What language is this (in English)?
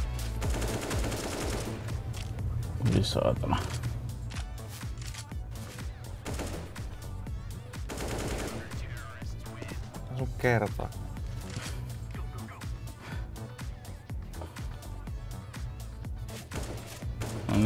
Finnish